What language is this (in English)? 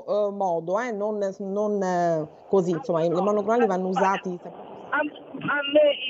Italian